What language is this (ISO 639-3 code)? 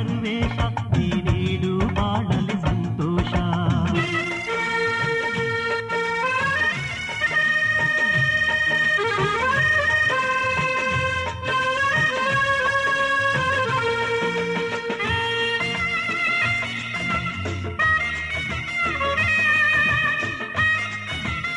kan